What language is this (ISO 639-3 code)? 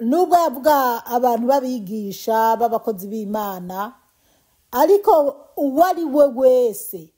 run